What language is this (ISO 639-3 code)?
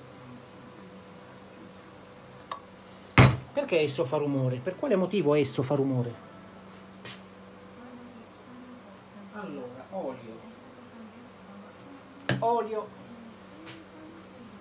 ita